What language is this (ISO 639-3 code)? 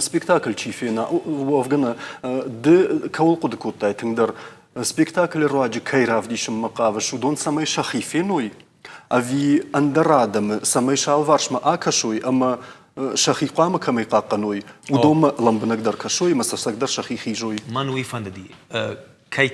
oss